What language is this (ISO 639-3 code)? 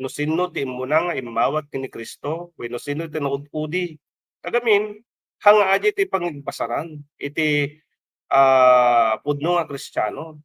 ilo